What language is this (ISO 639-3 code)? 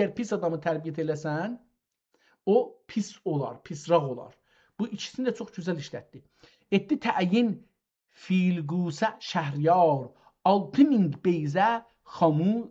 azb